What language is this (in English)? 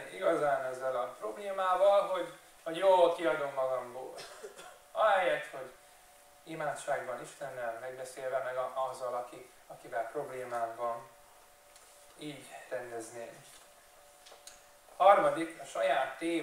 Hungarian